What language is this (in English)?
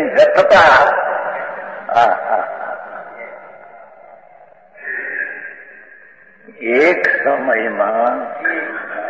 Gujarati